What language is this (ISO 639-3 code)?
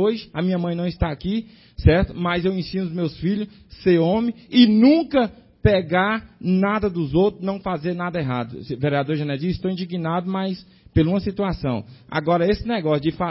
por